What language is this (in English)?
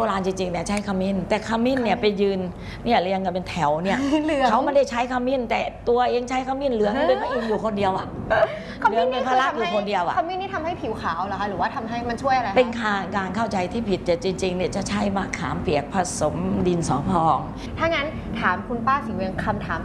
Thai